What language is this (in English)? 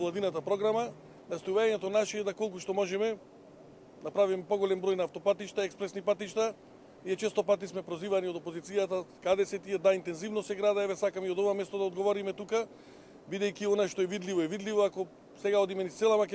Macedonian